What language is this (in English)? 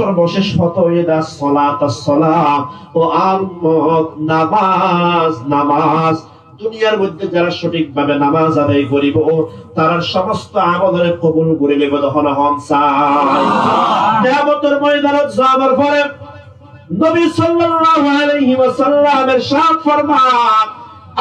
Rohingya